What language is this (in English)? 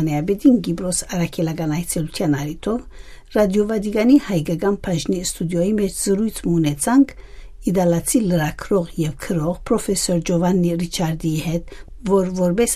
Western Armenian